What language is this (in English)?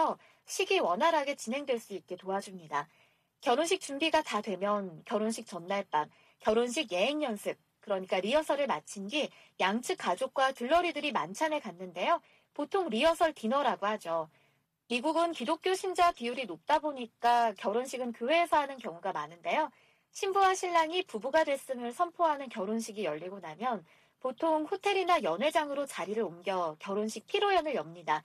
Korean